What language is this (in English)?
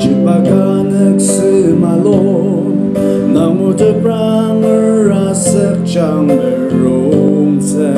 Naga Pidgin